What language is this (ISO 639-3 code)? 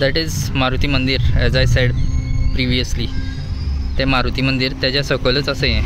kok